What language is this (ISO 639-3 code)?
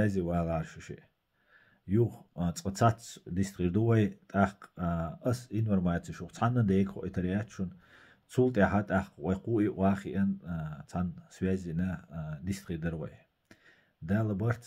che